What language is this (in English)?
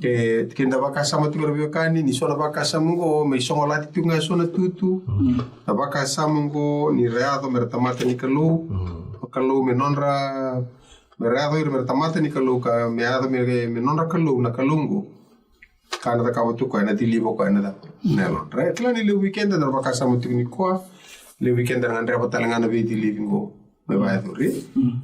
Fijian